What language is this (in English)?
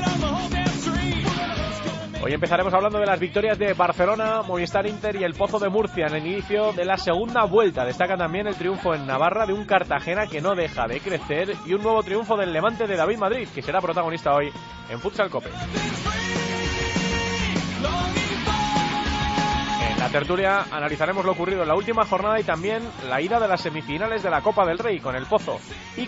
Spanish